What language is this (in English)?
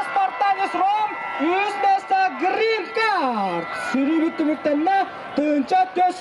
Yakut